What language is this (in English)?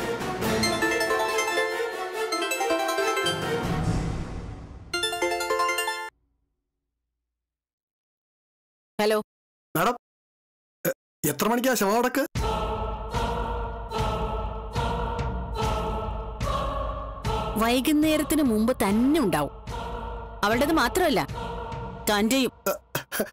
Malayalam